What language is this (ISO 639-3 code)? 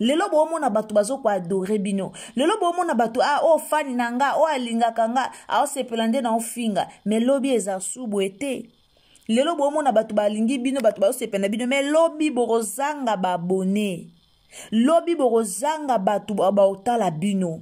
lin